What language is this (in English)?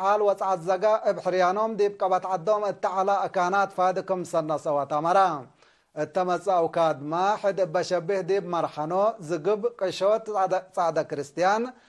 Tigre